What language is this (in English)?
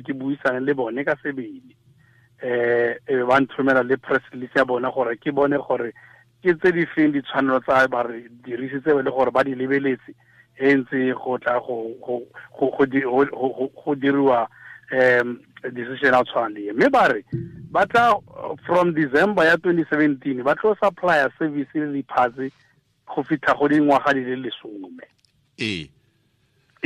Tswana